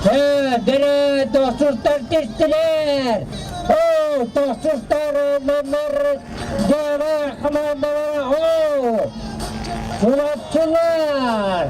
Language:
Yakut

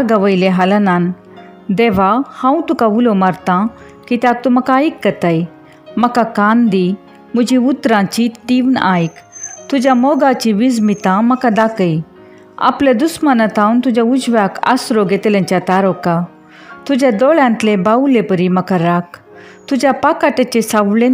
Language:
Konkani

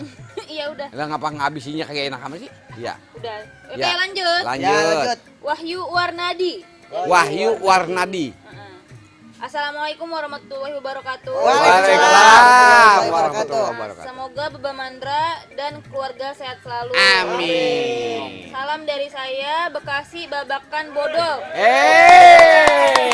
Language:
Betawi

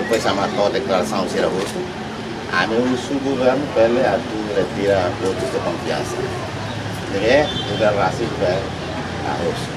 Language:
Tetum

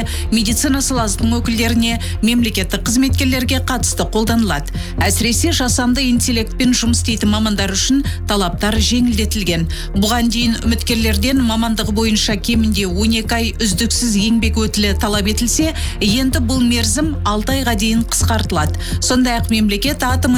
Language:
Kazakh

